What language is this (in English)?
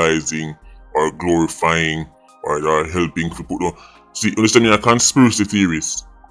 Jamaican Creole English